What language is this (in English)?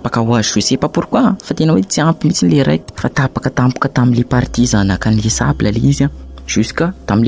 Malagasy